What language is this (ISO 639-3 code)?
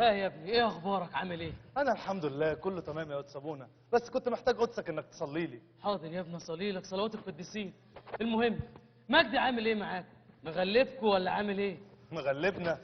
arz